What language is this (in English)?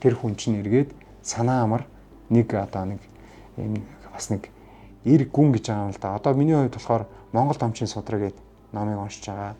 Mongolian